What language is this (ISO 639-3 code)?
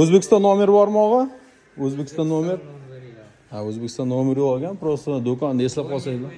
uzb